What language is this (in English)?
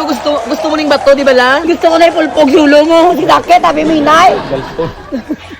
Hiligaynon